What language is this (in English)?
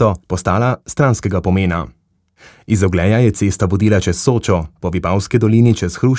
Slovenian